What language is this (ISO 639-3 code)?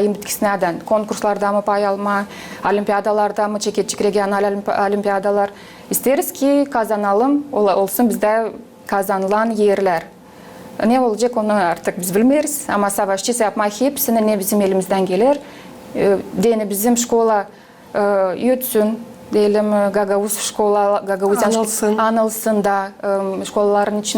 gag